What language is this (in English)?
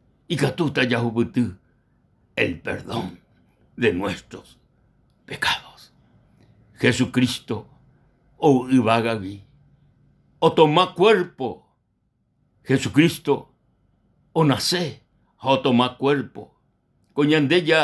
Guarani